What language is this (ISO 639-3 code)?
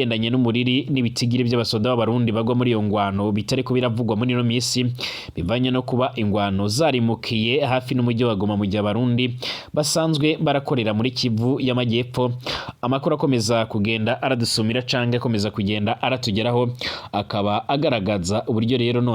run